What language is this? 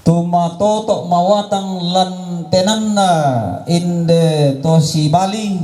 Toraja-Sa'dan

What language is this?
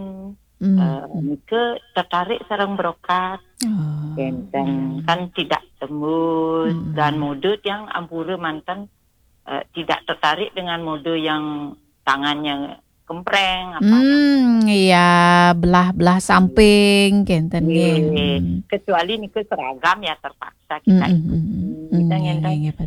Balinese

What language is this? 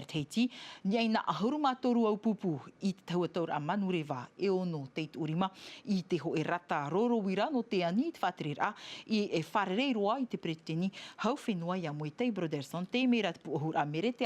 Tahitian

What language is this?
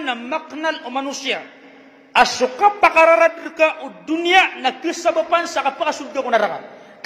Maranao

